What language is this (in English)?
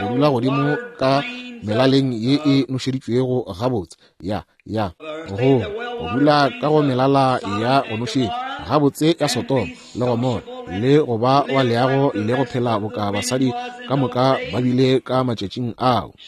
Northern Sotho